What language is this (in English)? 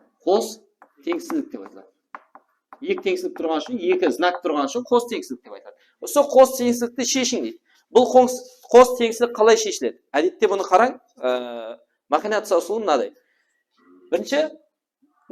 Kara-Kalpak